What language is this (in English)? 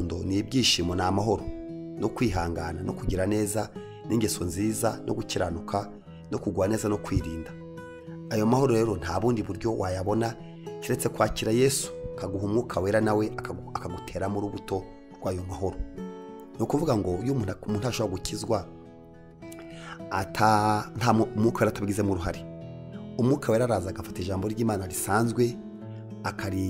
Kinyarwanda